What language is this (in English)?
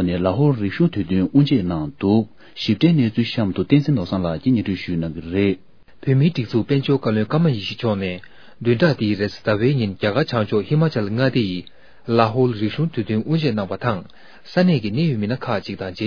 Tibetan